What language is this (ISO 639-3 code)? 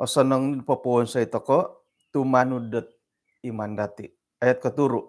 dtp